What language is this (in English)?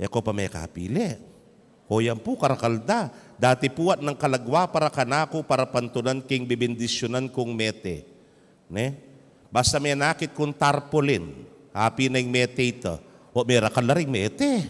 Pampanga